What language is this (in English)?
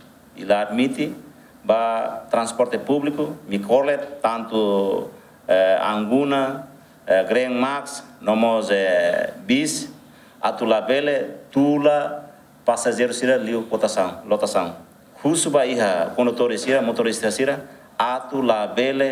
Tetum